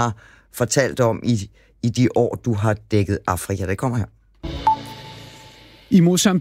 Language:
Danish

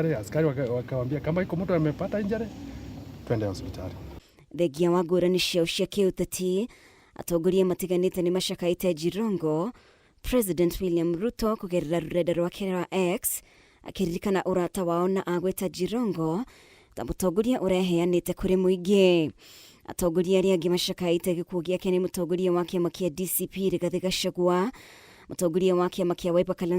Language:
Kikuyu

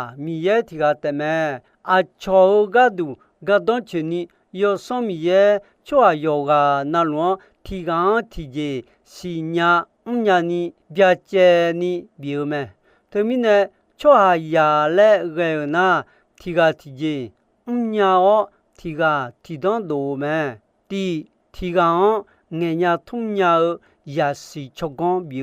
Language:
Akha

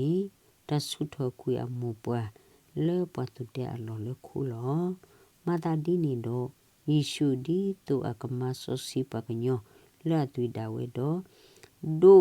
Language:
S'gaw Karen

